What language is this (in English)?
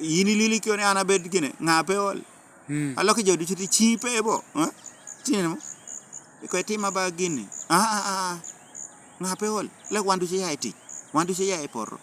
Lango (Uganda)